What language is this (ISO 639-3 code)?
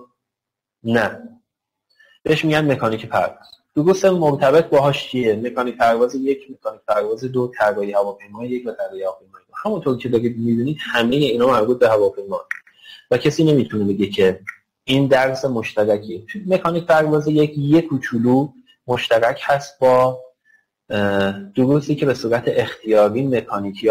fas